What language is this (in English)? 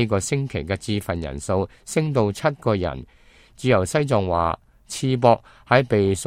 Cantonese